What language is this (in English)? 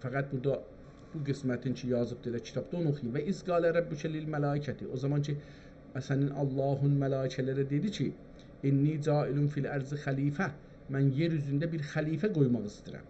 South Azerbaijani